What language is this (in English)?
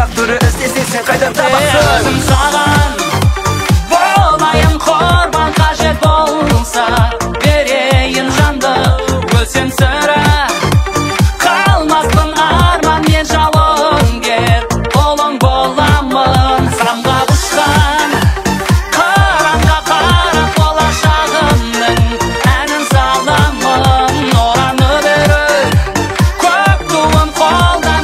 Kazakh